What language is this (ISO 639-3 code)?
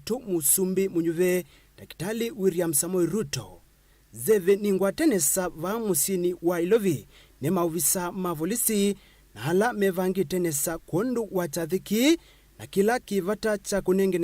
kam